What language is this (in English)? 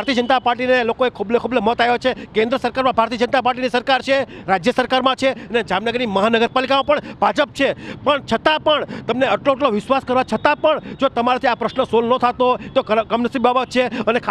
Gujarati